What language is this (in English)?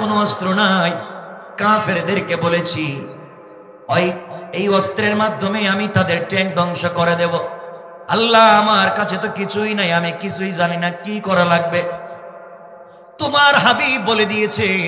Bangla